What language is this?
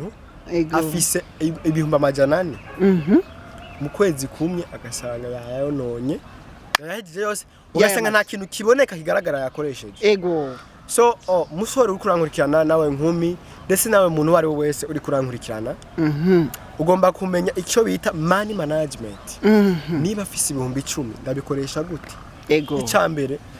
Rundi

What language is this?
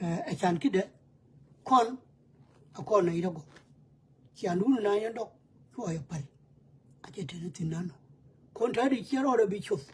Nuer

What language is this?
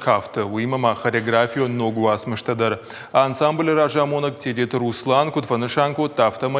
Ossetic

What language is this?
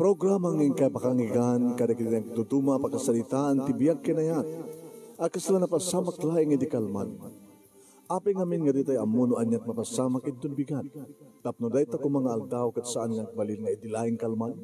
Iloko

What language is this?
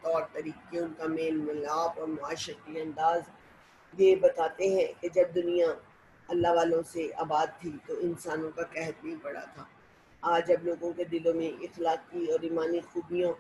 Urdu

